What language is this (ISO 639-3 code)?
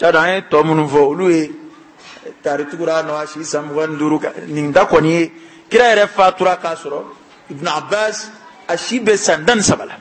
bam